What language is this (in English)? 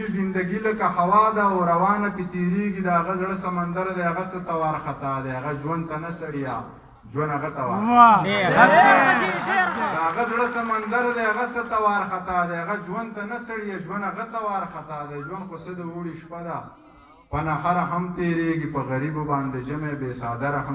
Pashto